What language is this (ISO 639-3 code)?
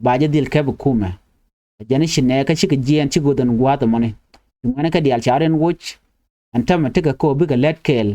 nus